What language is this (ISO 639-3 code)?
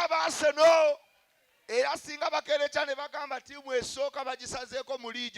lug